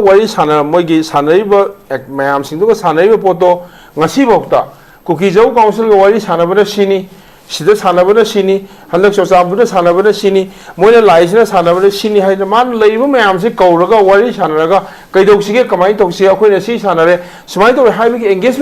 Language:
Manipuri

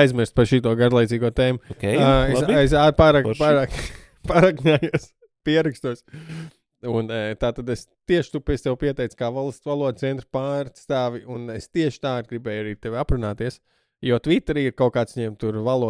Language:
Latvian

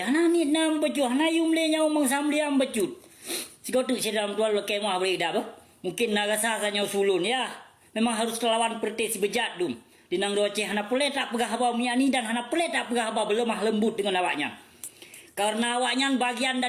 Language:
Achinese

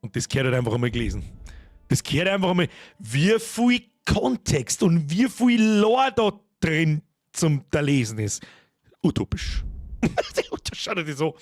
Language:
Bavarian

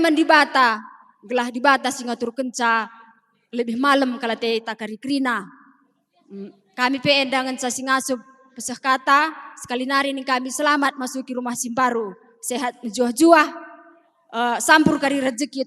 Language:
Batak Karo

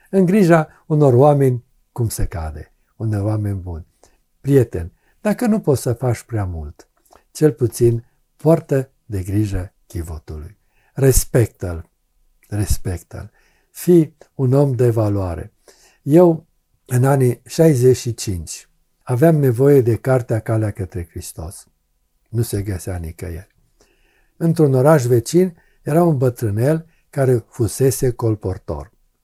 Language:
Romanian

